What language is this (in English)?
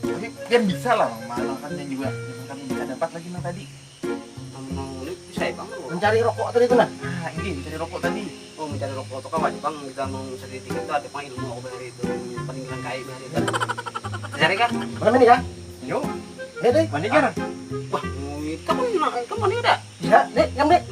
Banjar